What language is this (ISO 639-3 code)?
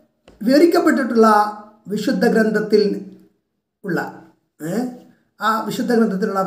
mal